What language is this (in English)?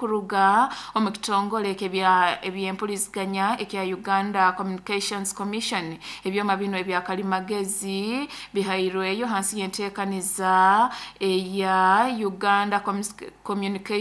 Nyoro